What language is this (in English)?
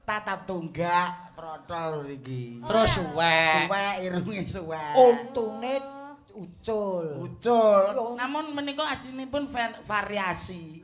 Javanese